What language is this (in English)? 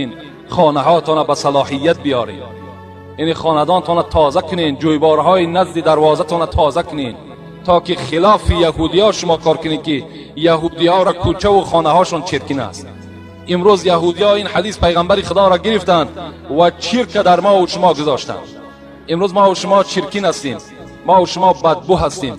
Tajik